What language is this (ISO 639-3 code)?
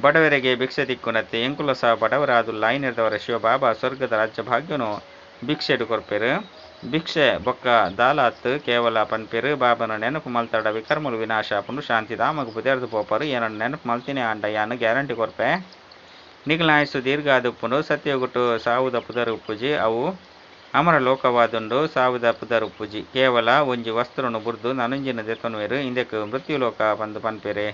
tcy